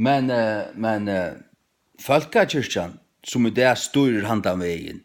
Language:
Faroese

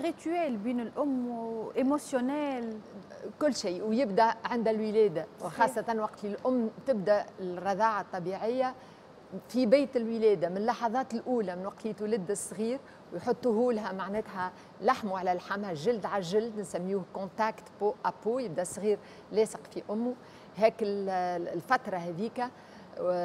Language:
Tunisian Arabic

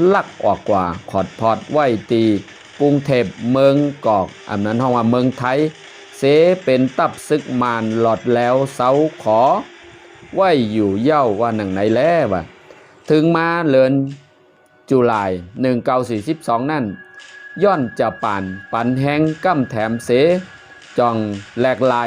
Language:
Shan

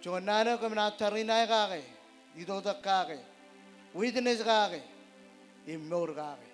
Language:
Marshallese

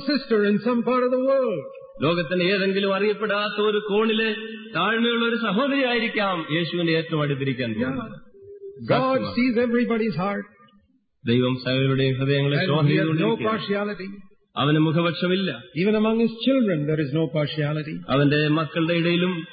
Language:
Malayalam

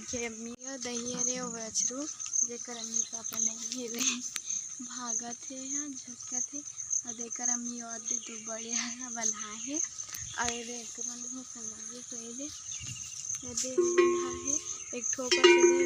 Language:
Chhattisgarhi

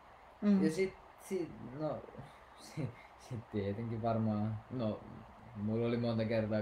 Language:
Finnish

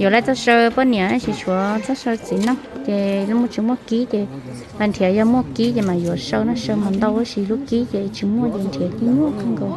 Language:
Hmong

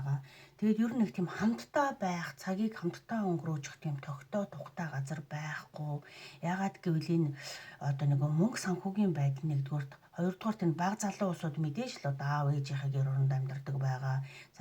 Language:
Mongolian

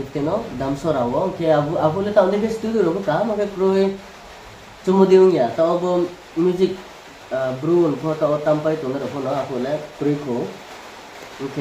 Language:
Riang (India)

